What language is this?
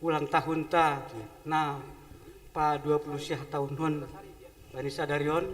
Batak Simalungun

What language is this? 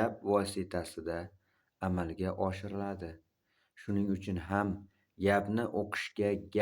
Uzbek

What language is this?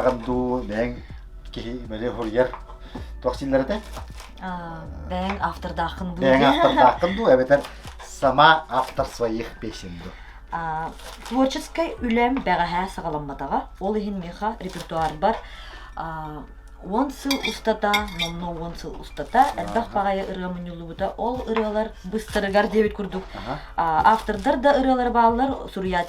Yakut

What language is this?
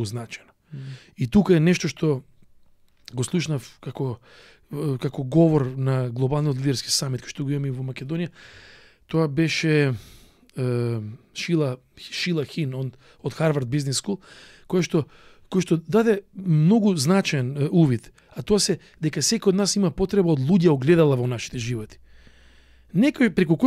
Macedonian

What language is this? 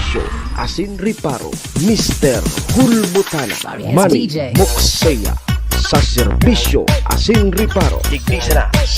Bikol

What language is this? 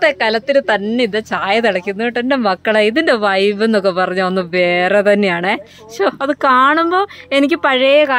Malayalam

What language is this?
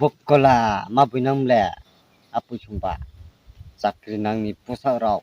Riang (India)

